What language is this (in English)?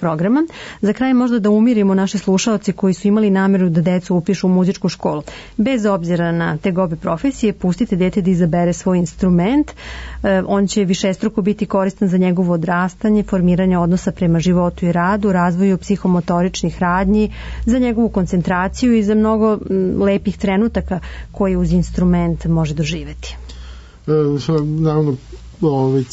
Serbian